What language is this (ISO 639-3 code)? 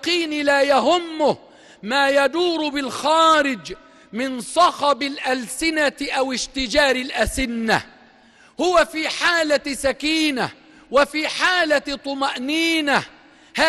arz